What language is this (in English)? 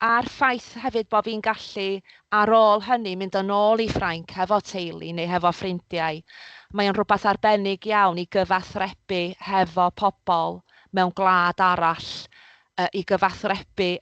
Welsh